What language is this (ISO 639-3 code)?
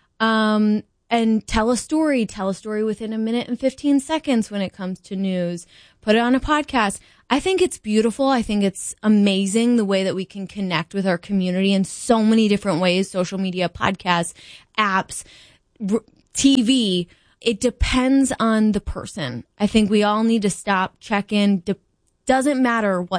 eng